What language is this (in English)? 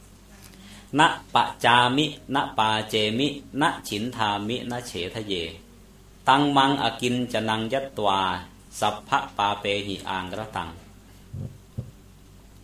Thai